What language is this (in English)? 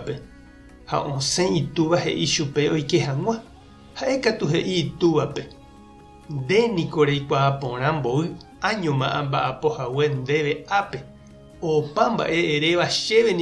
Guarani